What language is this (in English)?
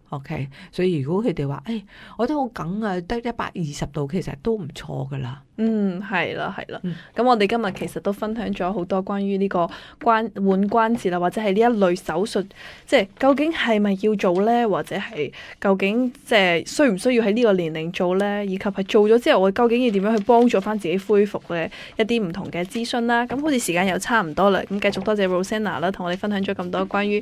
Cantonese